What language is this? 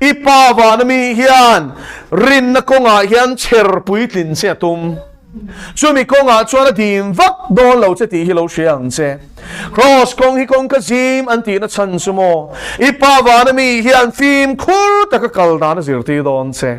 Mizo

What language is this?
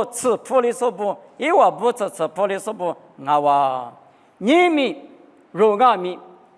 Lisu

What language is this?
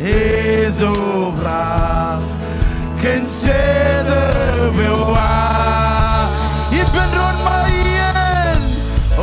Marshallese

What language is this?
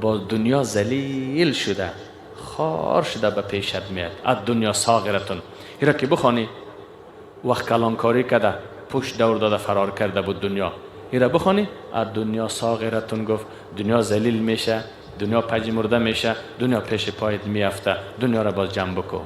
Persian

